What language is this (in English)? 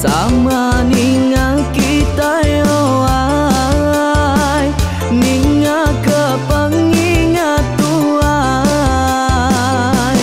Iban